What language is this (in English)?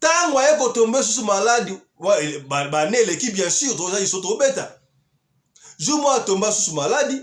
Lingala